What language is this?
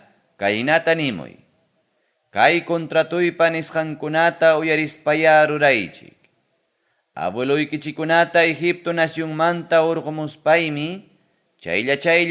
Ayacucho Quechua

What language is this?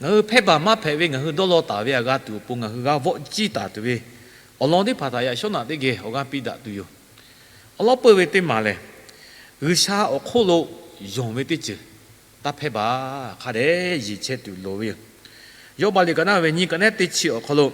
Lahu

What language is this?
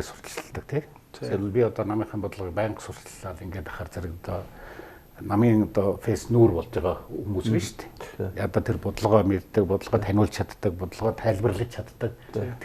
Mongolian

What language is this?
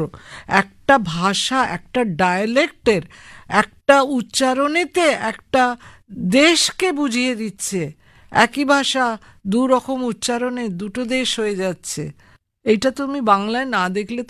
Bangla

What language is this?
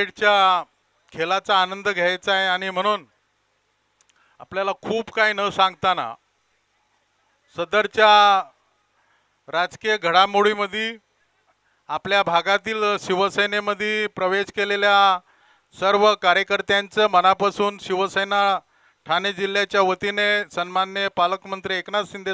Marathi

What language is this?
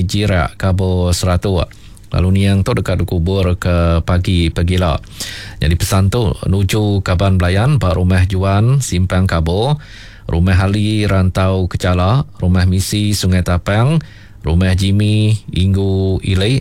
Iban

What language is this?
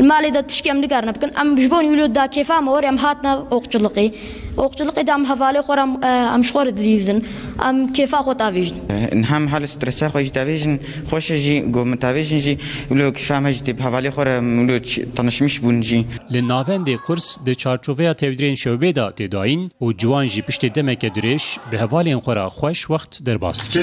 Kurdish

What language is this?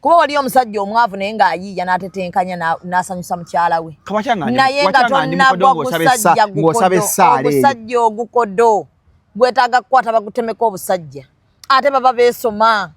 Ganda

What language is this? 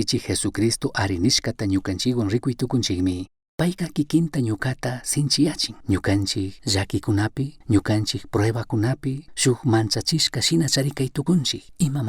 Chimborazo Highland Quichua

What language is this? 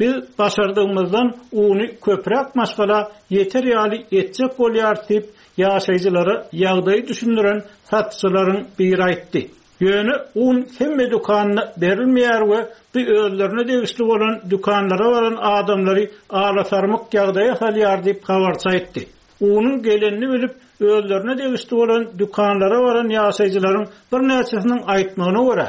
Turkmen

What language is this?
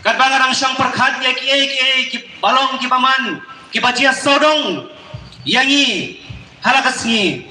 Khasi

